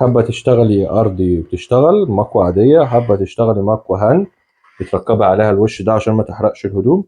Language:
Egyptian Arabic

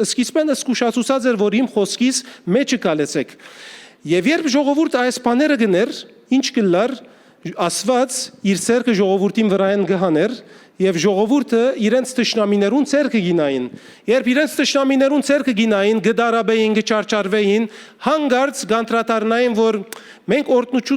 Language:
Western Armenian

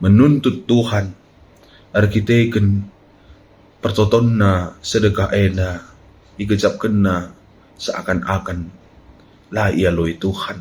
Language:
Batak Karo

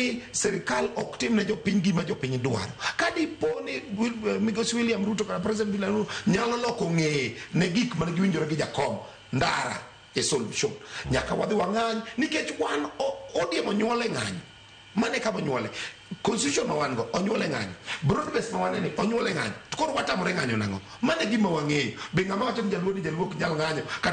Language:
Luo (Kenya and Tanzania)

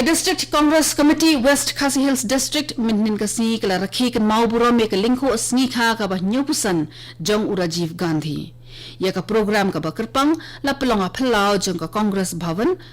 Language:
Khasi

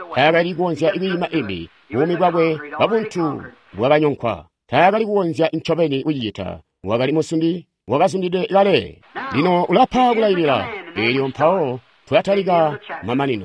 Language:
Tonga (Zambia)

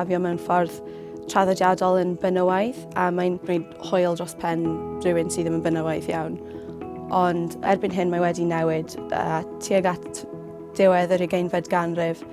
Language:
Welsh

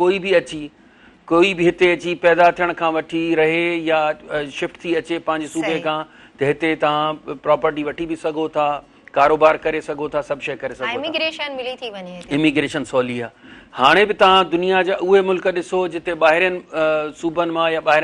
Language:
Sindhi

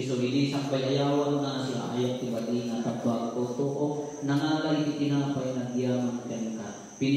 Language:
Iloko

